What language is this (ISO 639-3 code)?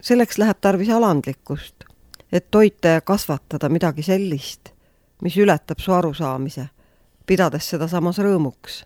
est